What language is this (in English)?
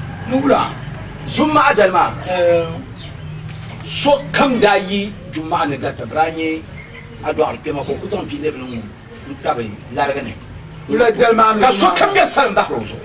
Dagbani